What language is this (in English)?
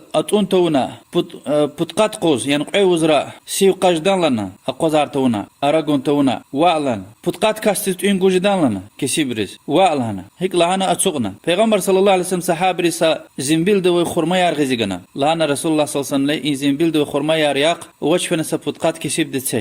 Lezghian